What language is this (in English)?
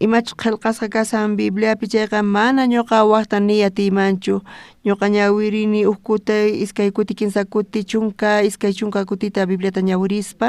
South Bolivian Quechua